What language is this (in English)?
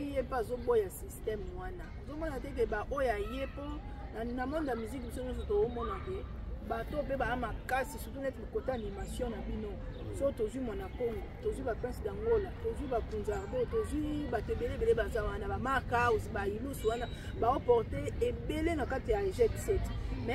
Lingala